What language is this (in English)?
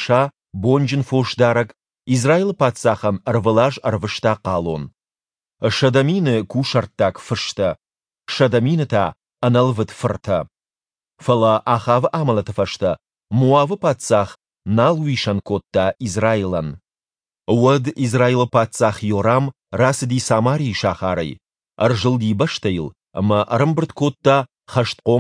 Ossetic